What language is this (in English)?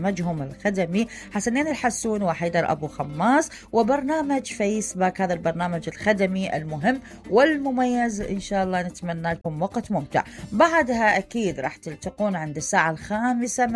Mesopotamian Arabic